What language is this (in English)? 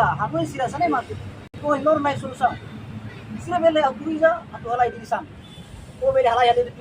Tetum